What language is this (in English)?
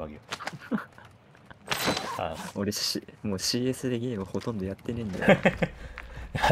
Japanese